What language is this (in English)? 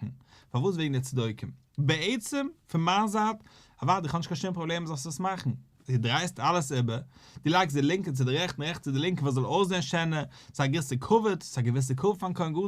Yiddish